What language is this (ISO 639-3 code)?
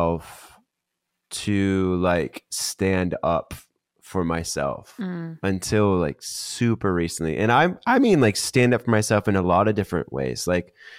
eng